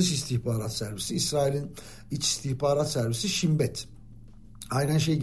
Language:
Turkish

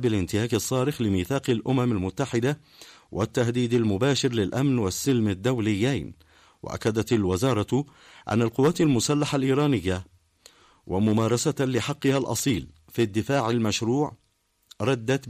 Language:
Arabic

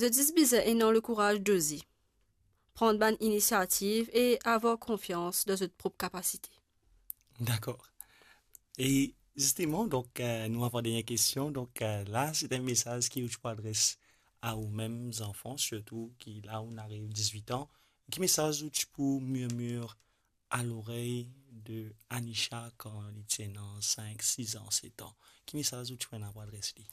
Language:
Morisyen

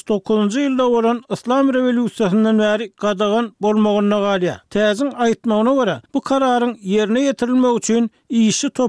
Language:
Turkmen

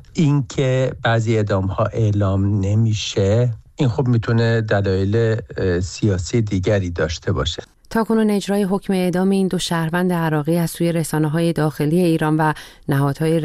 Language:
Persian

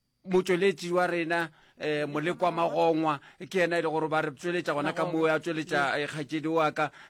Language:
Northern Sotho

